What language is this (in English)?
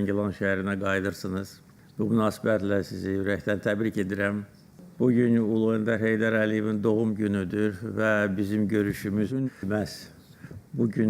Azerbaijani